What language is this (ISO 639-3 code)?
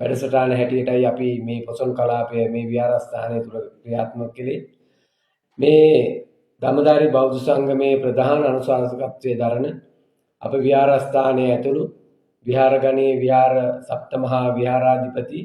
sin